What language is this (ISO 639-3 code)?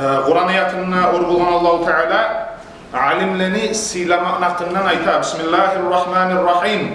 kum